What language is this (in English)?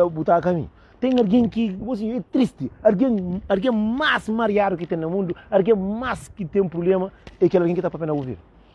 Kabuverdianu